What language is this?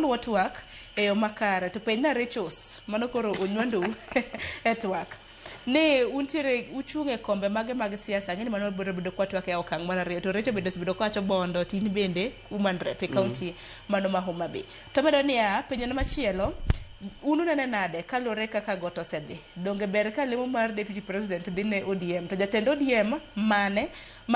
Luo (Kenya and Tanzania)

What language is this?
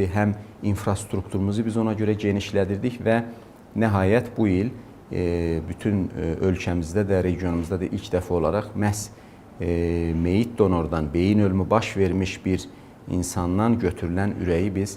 Azerbaijani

